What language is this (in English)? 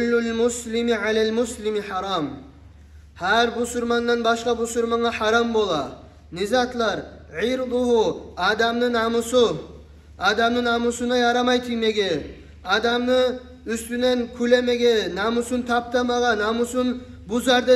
Kumyk